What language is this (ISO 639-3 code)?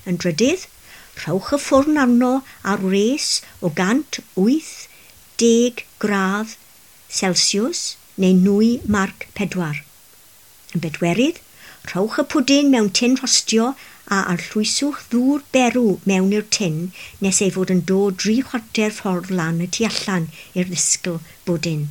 cym